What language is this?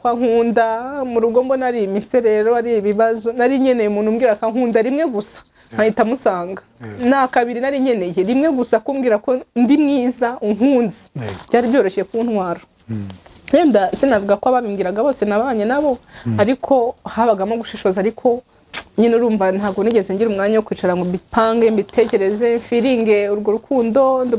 Kinyarwanda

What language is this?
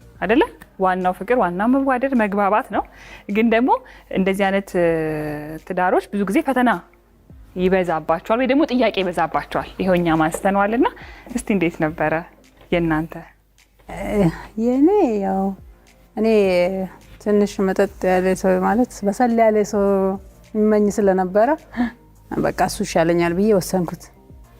Amharic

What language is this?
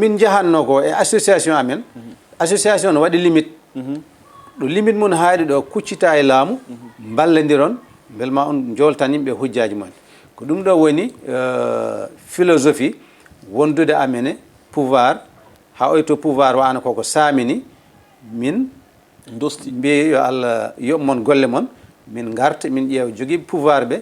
Fula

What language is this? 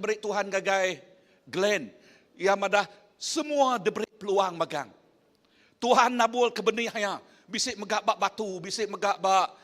Iban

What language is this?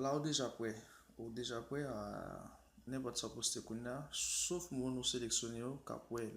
Haitian Creole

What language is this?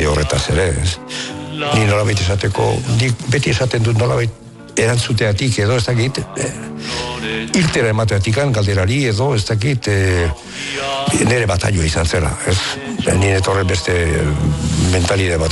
Basque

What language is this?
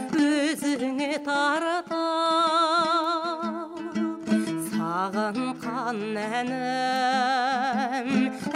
Kazakh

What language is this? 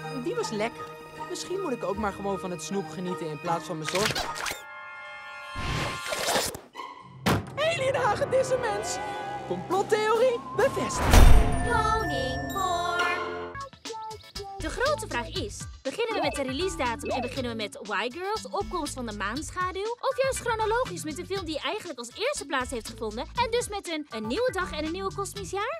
Dutch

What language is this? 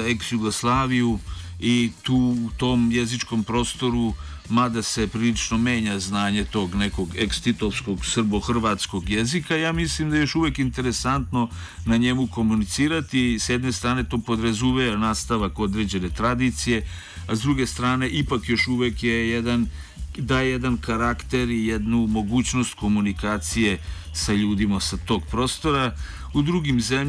Serbian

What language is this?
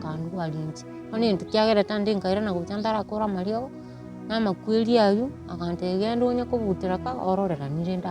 Gusii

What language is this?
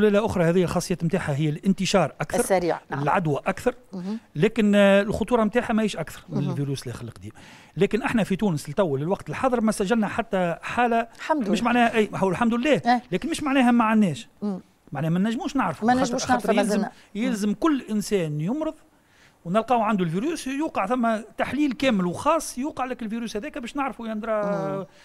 Tunisian Arabic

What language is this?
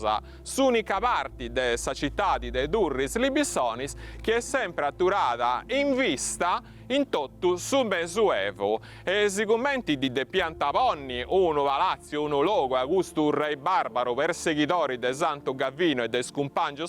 Sardinian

